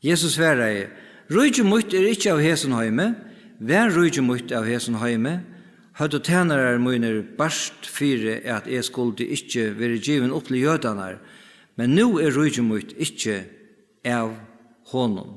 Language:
Faroese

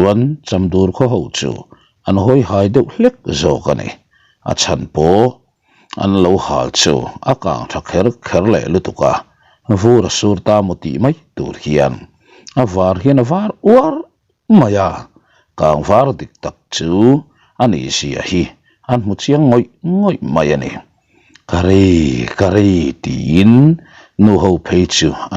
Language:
Mizo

